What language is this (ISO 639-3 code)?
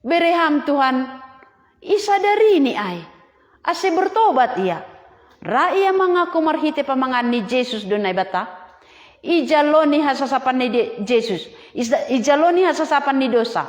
bts